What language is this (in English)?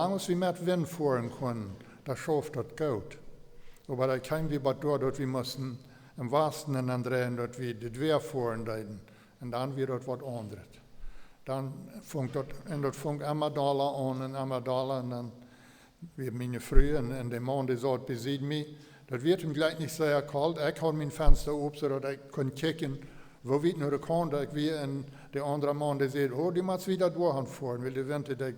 Plautdietsch